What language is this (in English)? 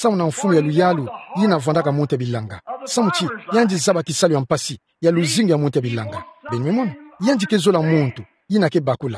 Kituba (Democratic Republic of Congo)